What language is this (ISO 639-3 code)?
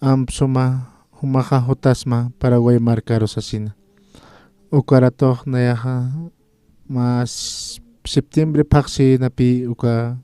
aym